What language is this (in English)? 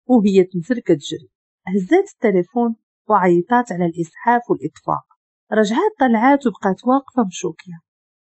Moroccan Arabic